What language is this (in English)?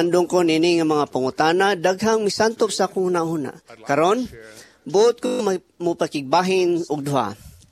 Cebuano